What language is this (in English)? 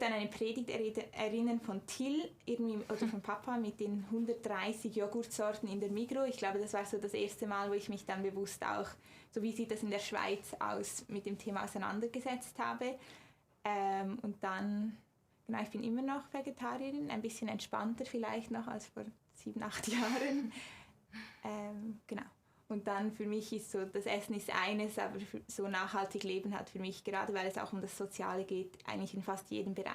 Swiss German